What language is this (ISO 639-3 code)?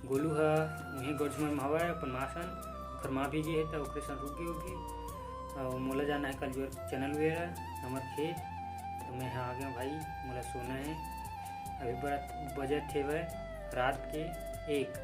hne